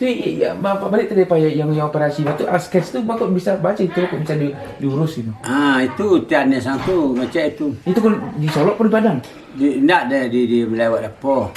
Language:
Minangkabau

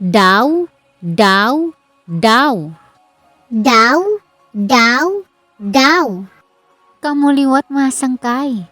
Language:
Waray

